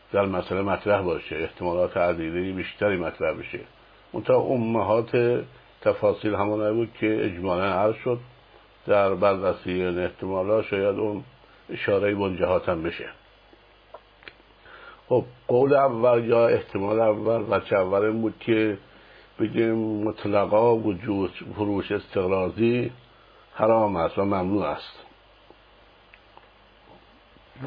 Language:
Persian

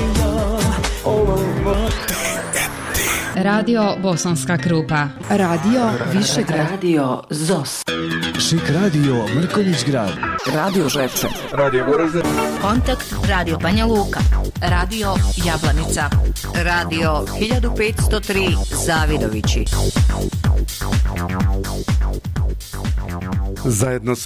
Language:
Bosnian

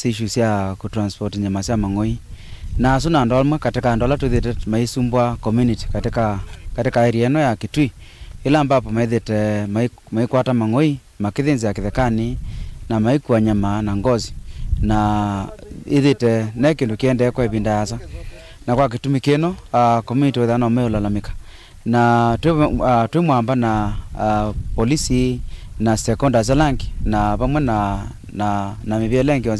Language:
Kamba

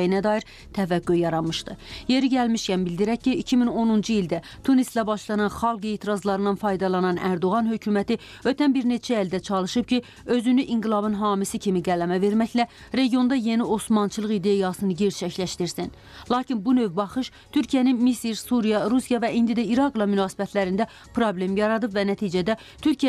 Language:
Azerbaijani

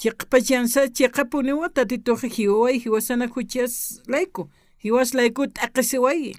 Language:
Aymara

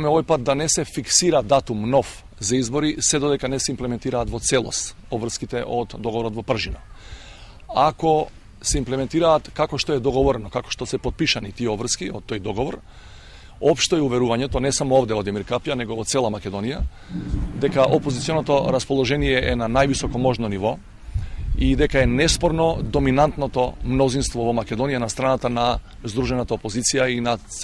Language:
Macedonian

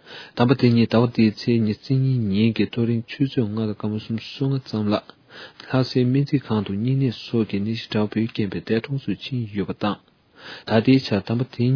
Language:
Tibetan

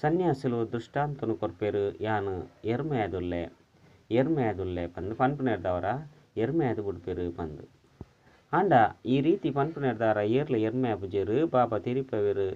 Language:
Tulu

